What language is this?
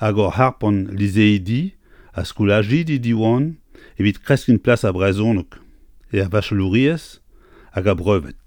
Breton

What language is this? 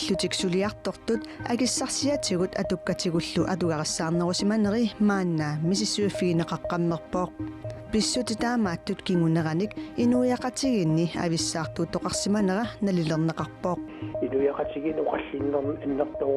Kalaallisut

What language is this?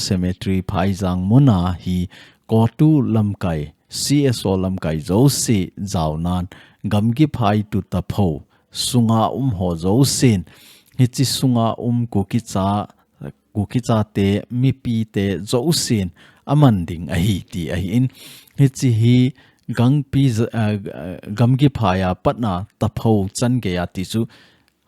Thado Chin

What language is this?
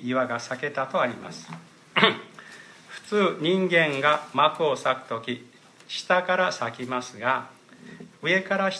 Japanese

